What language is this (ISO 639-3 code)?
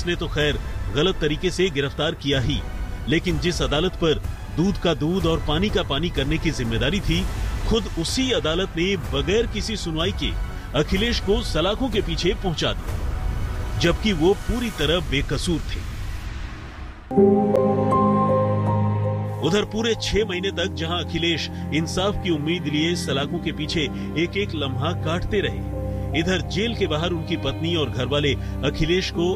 hin